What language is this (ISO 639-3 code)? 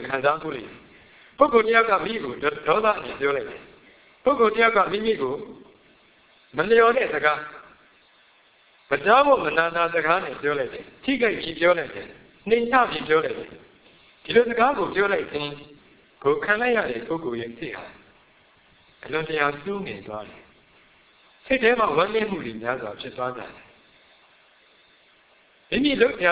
mya